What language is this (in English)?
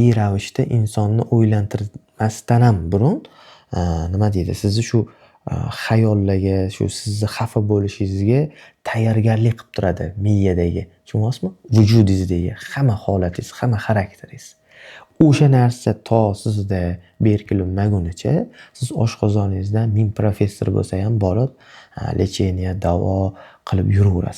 Uzbek